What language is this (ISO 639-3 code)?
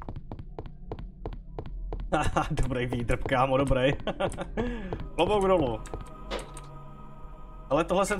ces